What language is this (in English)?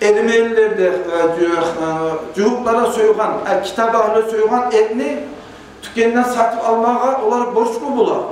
Kumyk